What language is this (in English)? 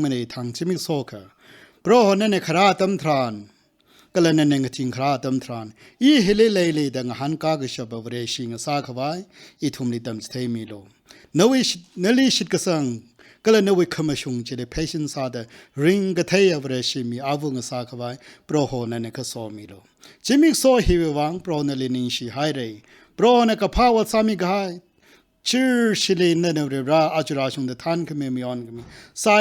Tangkhul Naga (India)